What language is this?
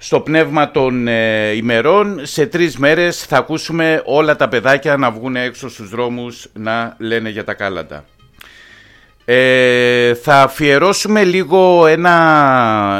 Greek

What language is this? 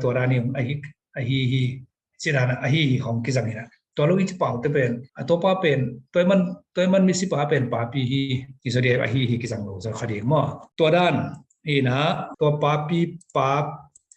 Tedim Chin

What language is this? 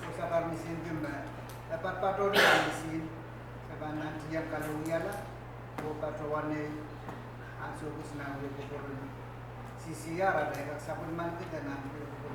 Pohnpeian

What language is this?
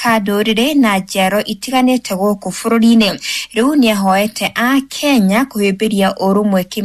Kikuyu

